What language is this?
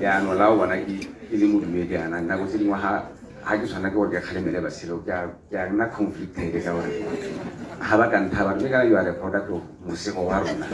Tswana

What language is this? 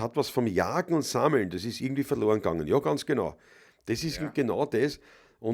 Bavarian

